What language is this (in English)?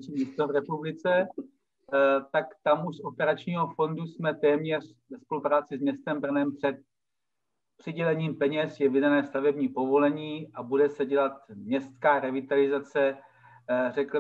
Czech